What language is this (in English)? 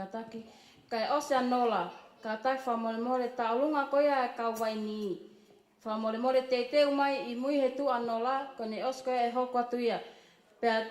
Tongan